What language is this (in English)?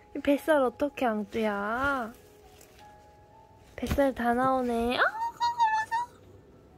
Korean